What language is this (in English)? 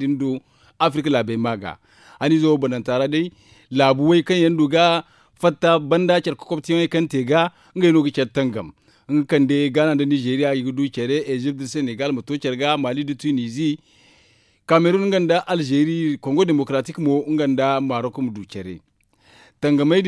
Zarma